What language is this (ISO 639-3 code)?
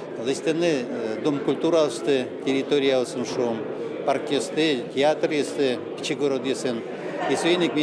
udm